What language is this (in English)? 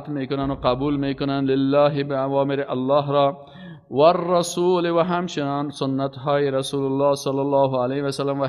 Persian